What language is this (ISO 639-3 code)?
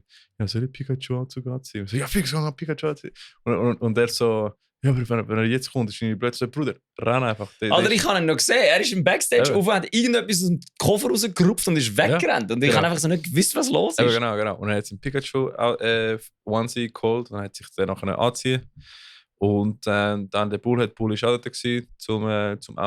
gsw